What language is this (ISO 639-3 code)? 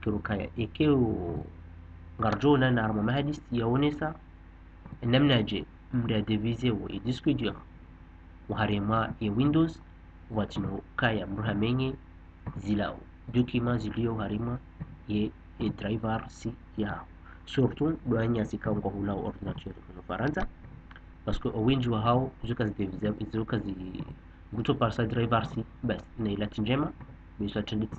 zdj